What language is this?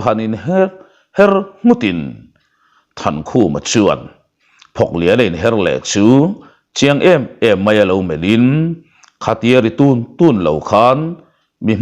Mizo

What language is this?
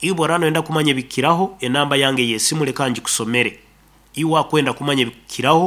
Nyoro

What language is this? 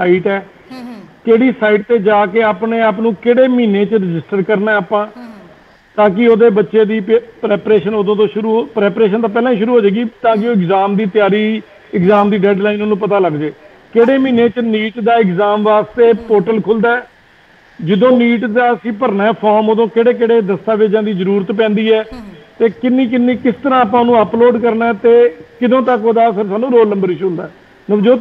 Punjabi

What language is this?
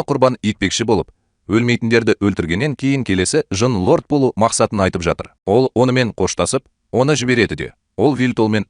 Kazakh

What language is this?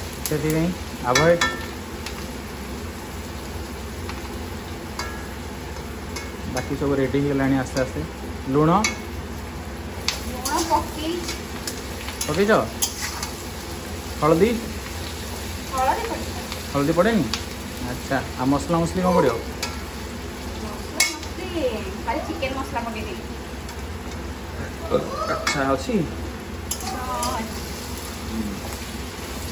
Odia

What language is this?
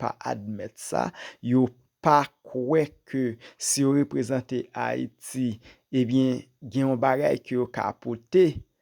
Haitian Creole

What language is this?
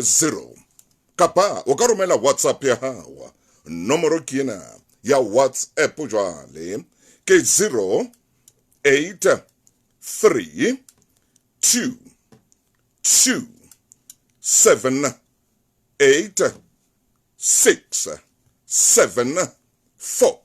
Southern Sotho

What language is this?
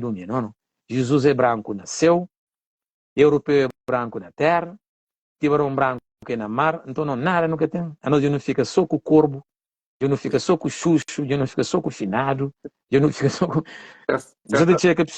Kabuverdianu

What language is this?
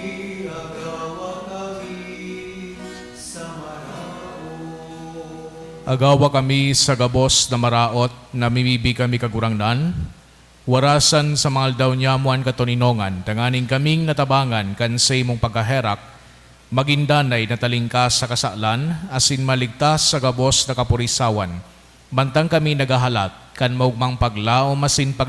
Bikol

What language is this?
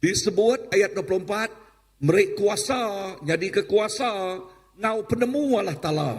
Iban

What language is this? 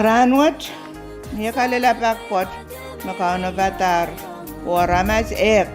Pohnpeian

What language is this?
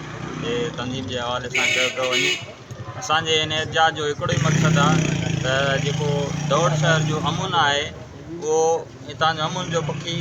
Sindhi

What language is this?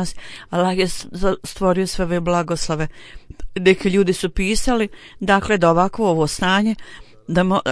Bosnian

